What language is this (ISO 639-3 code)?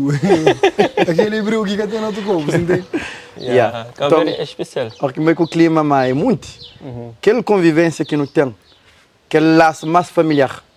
kea